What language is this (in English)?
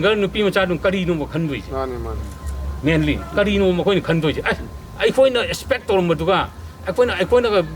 Manipuri